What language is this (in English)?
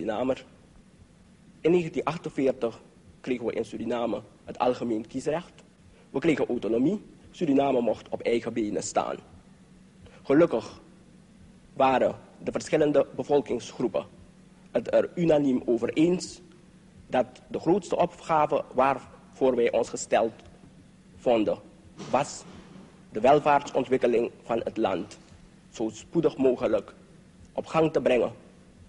Dutch